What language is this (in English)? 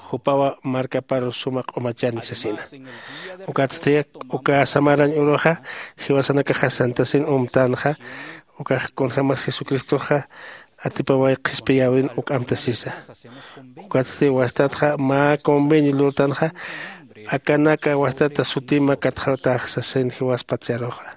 Aymara